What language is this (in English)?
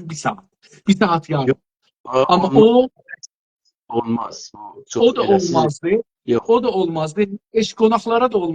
South Azerbaijani